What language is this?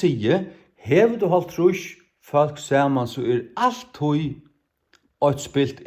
Faroese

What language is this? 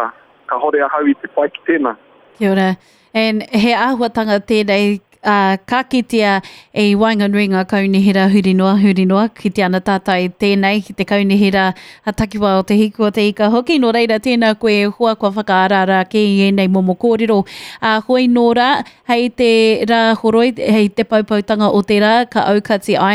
Māori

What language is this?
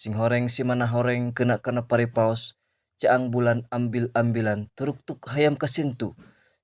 Sundanese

